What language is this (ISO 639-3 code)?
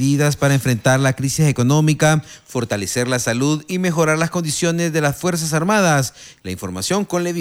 spa